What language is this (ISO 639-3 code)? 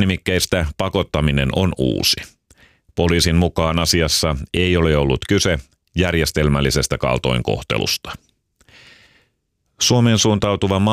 fin